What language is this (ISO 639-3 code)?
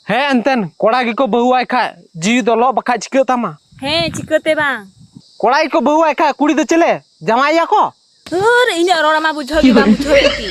sat